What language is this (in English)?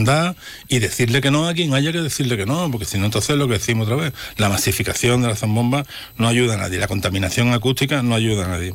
Spanish